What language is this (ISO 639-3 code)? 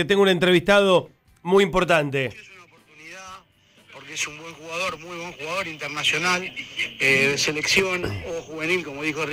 spa